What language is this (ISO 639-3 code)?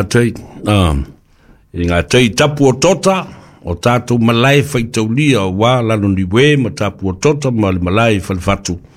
smo